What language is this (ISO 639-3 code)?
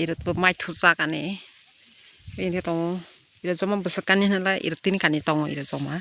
trp